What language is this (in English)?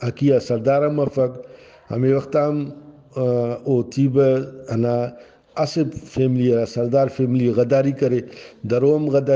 Brahui